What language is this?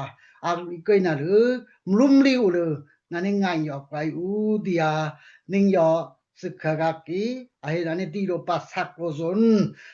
Daai Chin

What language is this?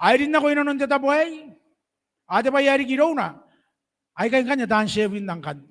Gilbertese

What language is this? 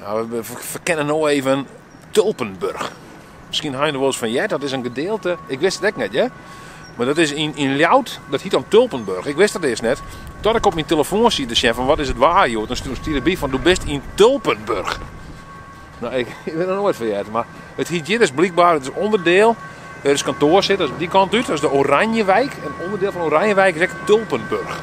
Western Frisian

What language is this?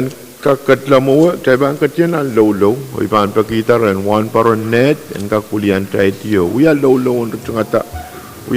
Pohnpeian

